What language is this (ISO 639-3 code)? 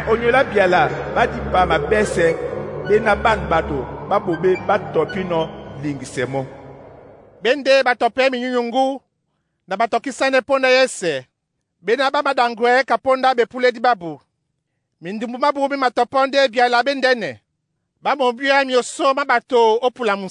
dua